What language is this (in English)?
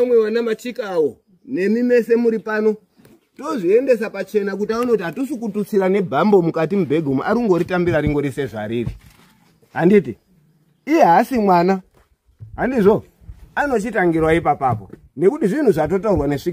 Shona